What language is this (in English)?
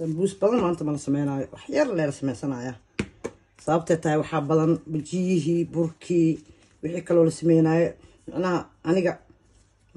Somali